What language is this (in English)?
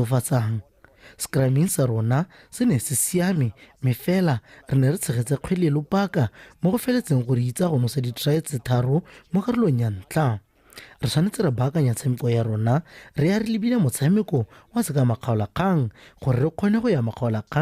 Tswana